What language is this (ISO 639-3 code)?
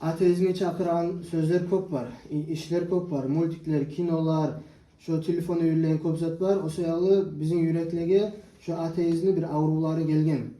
kum